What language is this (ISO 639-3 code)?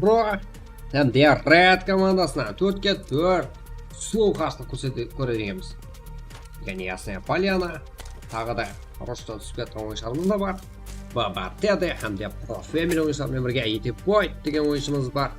kaa